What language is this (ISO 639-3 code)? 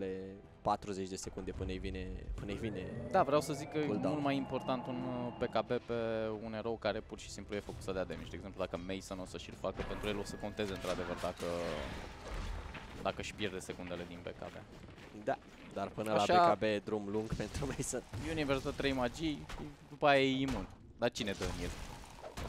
ron